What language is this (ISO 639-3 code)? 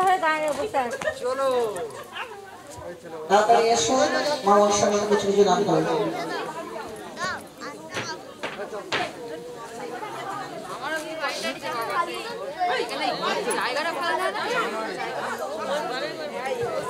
ben